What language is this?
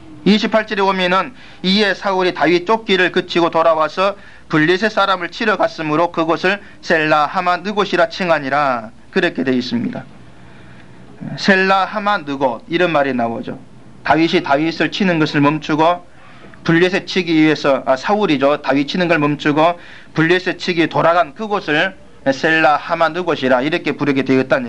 Korean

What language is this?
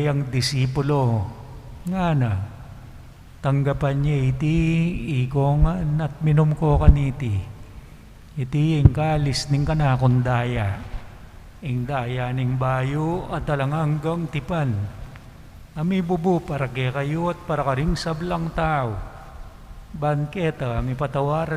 Pampanga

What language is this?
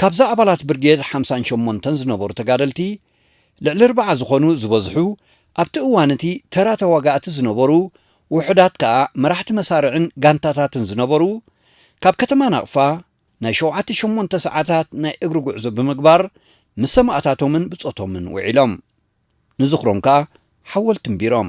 Tigrinya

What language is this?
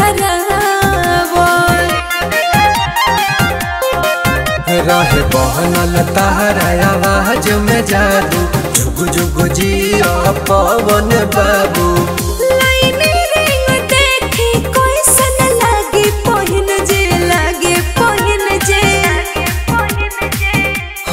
Bhojpuri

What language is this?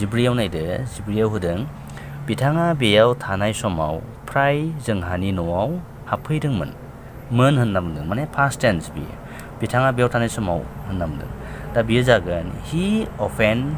Bodo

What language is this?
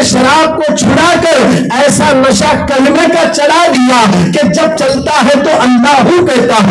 Urdu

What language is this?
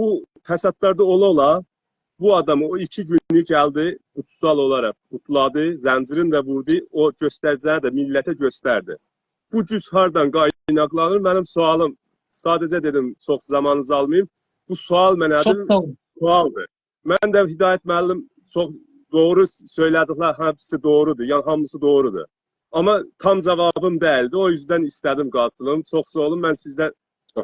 South Azerbaijani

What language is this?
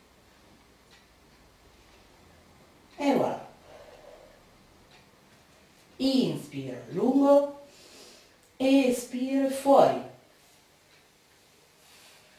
Italian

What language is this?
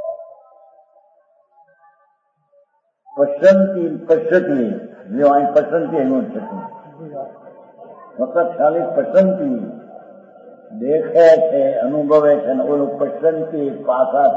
Gujarati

